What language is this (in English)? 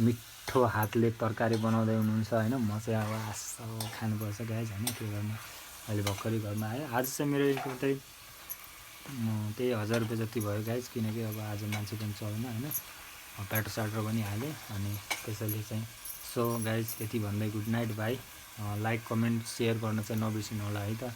Nepali